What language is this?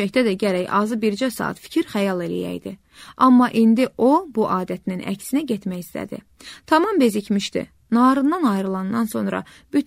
Azerbaijani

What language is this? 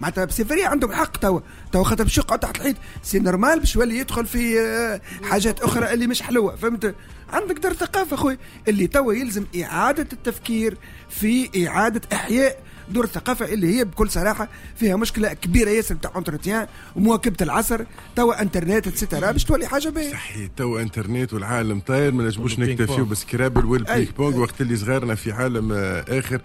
Tunisian Arabic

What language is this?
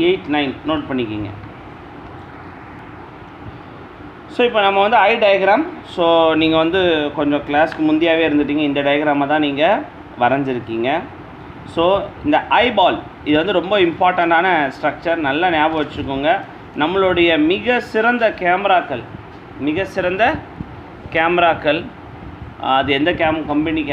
Tamil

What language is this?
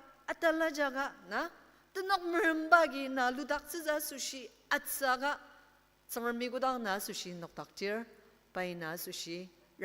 Ao Naga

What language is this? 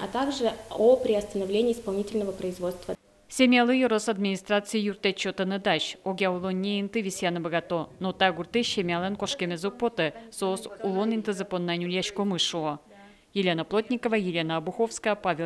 Udmurt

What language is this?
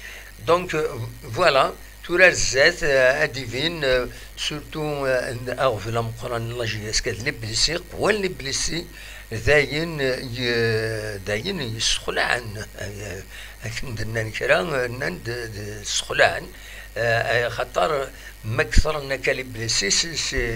Kabyle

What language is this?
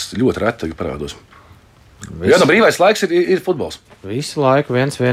Latvian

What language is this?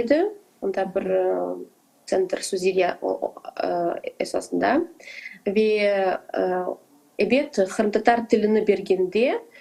Crimean Tatar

